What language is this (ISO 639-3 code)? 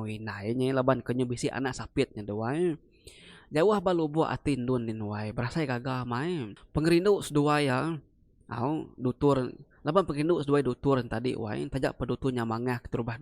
iba